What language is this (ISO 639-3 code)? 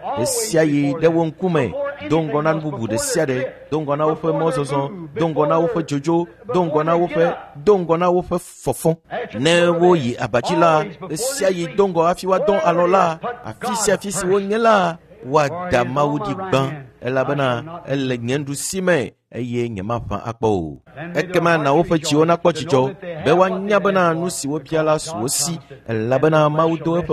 ewe